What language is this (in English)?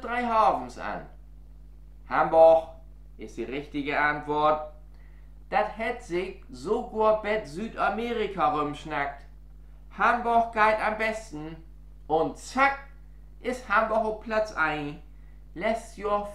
Low German